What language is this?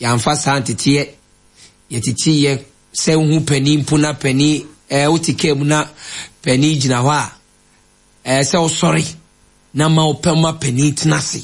Akan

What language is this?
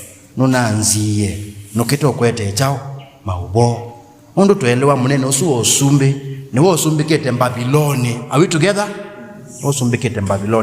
Kamba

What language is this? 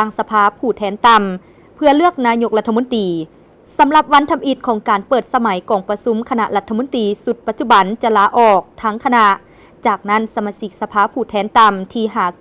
Lao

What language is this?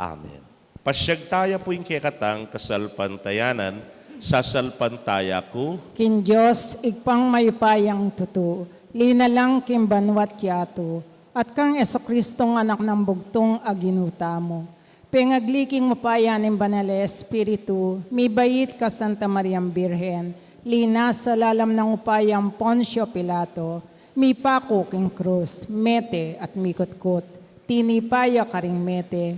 Pampanga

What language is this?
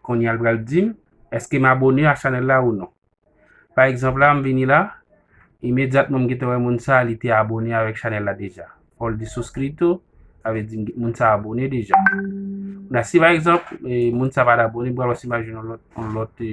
Haitian Creole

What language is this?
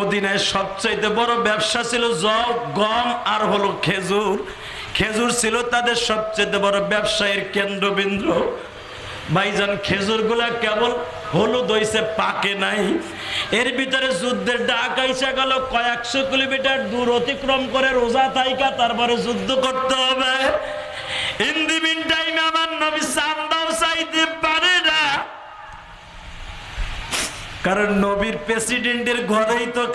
Bangla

